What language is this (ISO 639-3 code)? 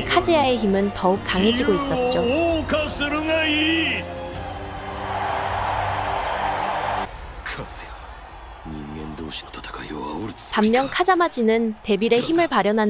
kor